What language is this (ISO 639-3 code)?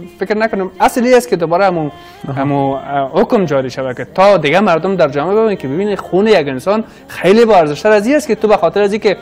fas